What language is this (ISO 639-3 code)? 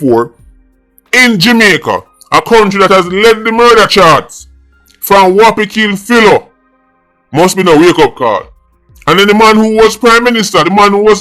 jam